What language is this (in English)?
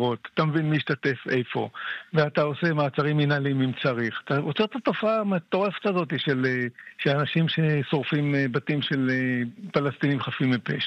Hebrew